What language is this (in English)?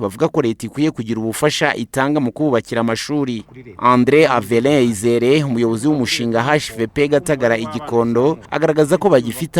Kinyarwanda